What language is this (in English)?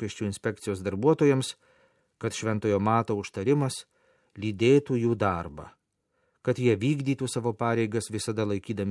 Lithuanian